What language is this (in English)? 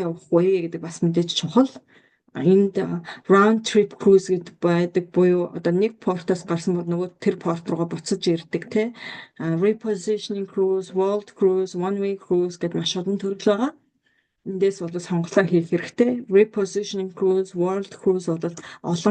Mongolian